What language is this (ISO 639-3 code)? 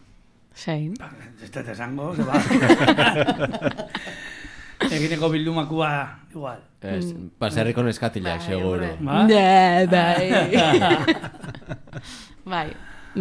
eus